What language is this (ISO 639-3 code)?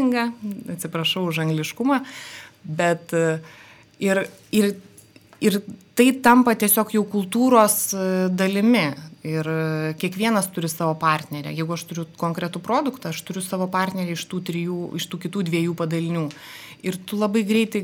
lit